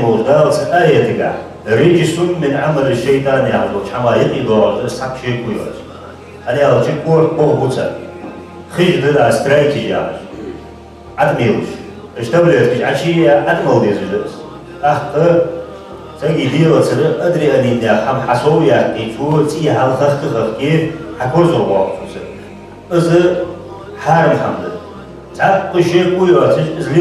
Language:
Ingush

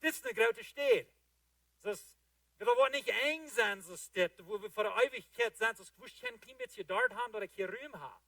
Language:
Plautdietsch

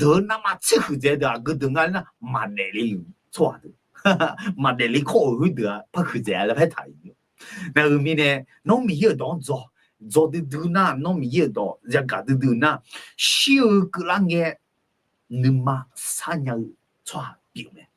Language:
Akha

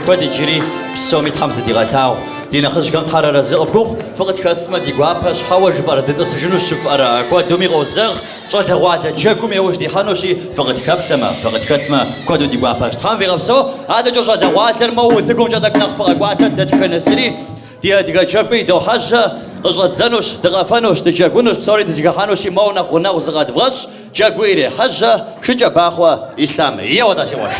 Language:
Kabardian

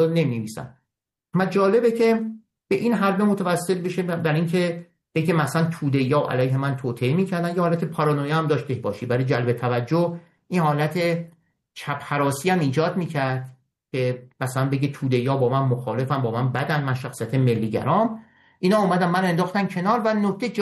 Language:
Persian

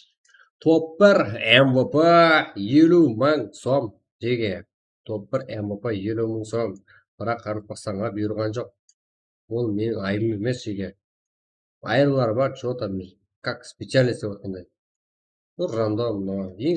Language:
Kara-Kalpak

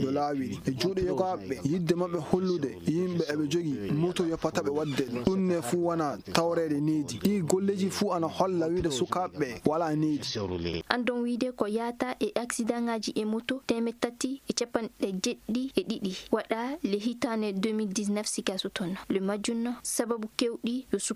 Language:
Nigerian Fulfulde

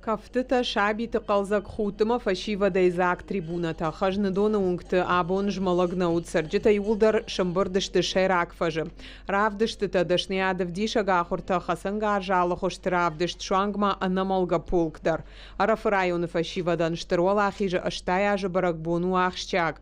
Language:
Ossetic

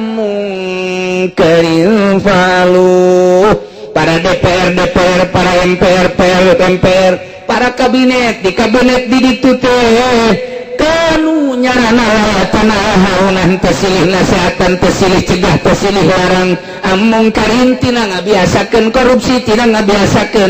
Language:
Sundanese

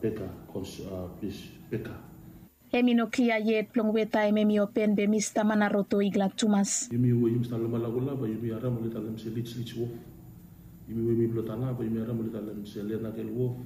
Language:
Bislama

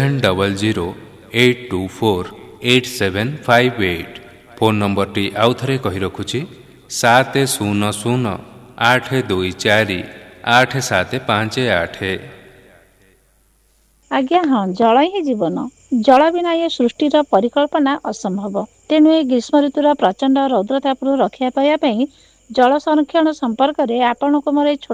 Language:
Odia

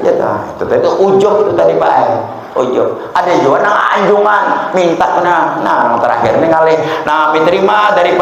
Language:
Banjar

